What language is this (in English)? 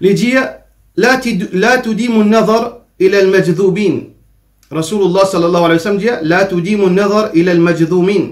Morisyen